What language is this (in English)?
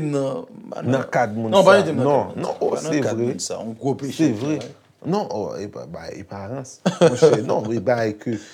Haitian Creole